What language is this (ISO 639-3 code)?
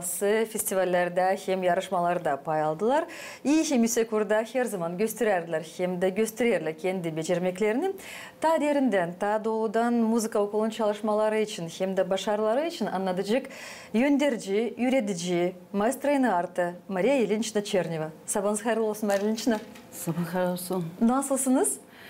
gag